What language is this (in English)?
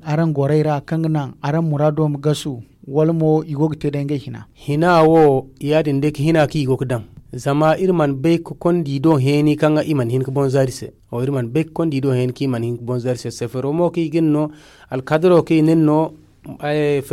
Zarma